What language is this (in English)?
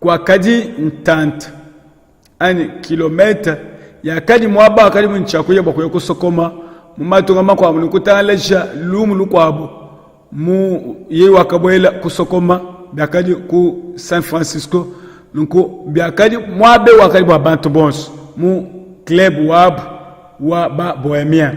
Luba-Lulua